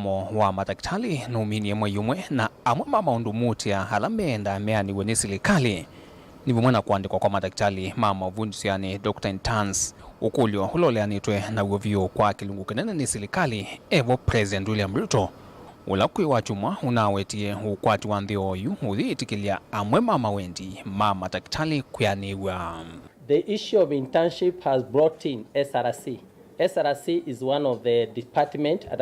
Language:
Kamba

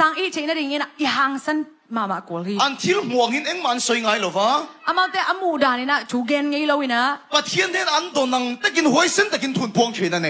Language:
Tedim Chin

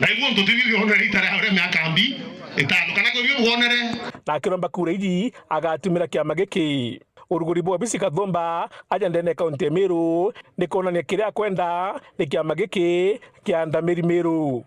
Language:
Meru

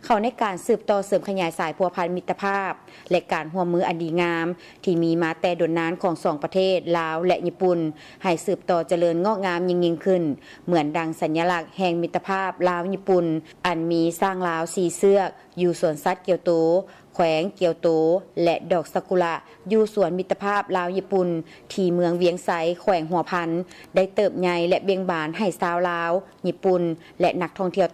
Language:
Lao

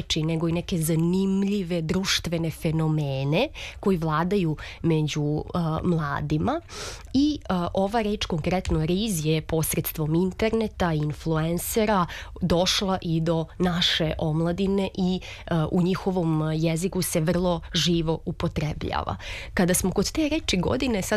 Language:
Serbian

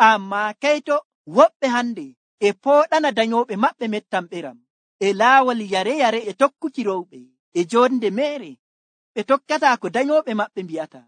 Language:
Nigerian Fulfulde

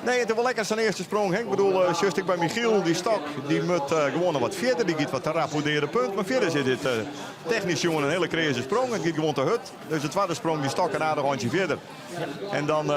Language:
Western Frisian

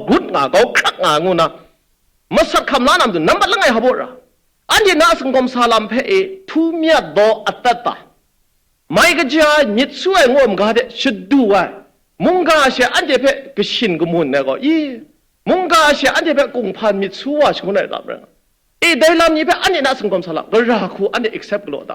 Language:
Kachin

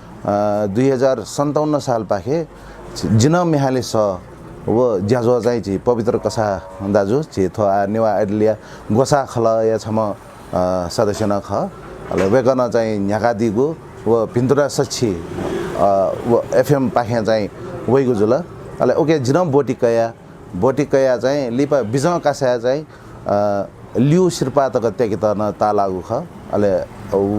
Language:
Newari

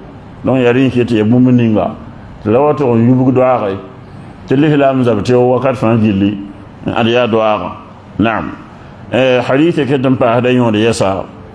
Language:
Mossi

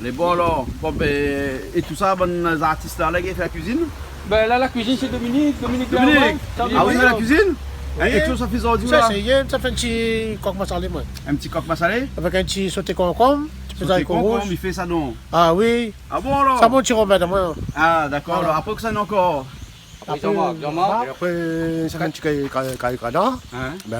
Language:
Réunion Creole French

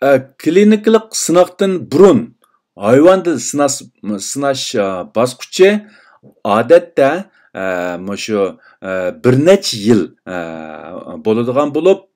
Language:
Uyghur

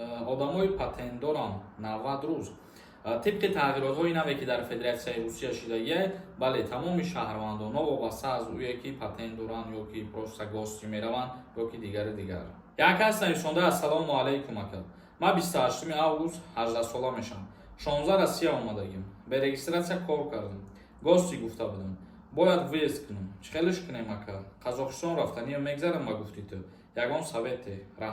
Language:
Tajik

